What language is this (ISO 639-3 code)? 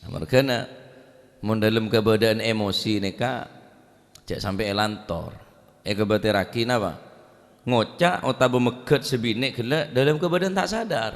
mad